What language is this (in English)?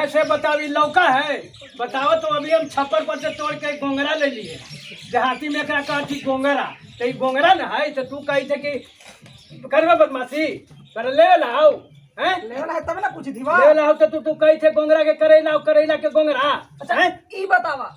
Magahi